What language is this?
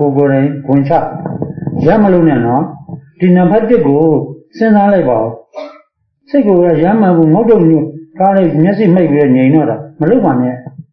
Burmese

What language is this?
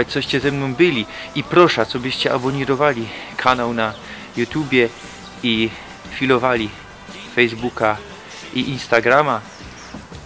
Silesian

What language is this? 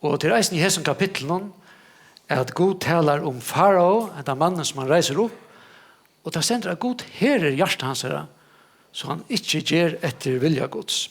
Faroese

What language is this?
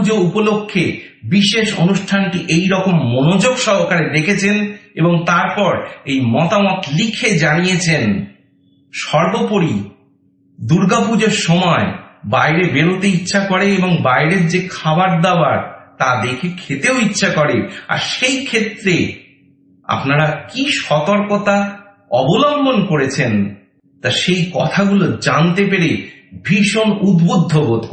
Bangla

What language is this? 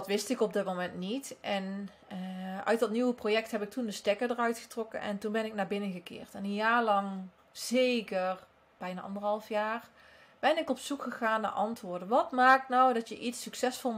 Dutch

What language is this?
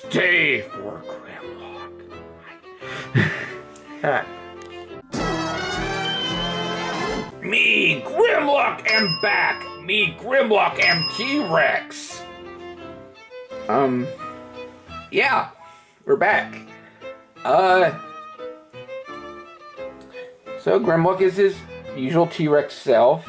English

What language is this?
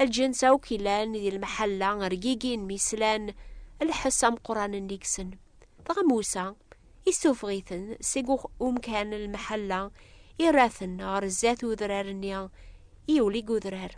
Kabyle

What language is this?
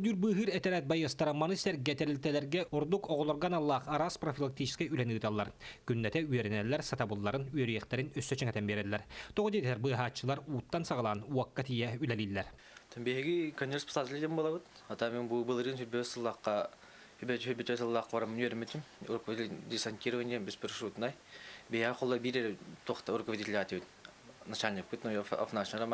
Yakut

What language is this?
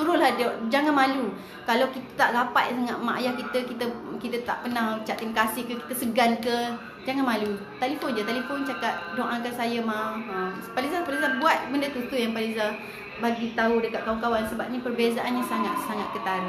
Malay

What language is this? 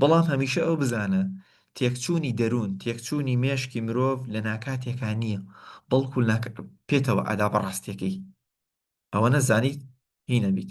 Central Kurdish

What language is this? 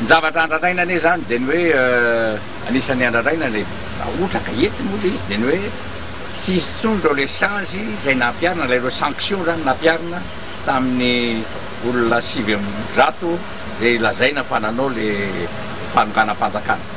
Malagasy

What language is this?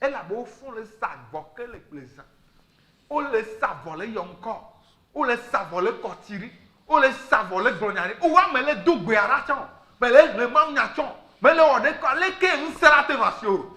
Ewe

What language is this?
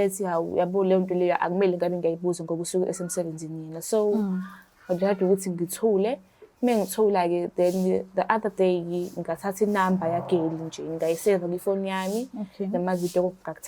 Zulu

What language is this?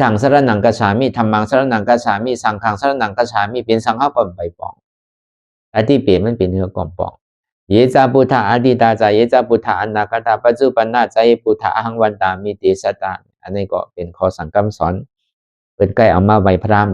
Shan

